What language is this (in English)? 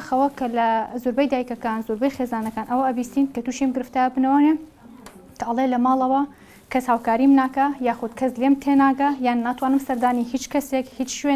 Central Kurdish